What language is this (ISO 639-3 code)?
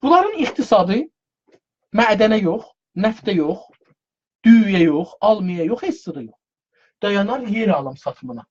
azb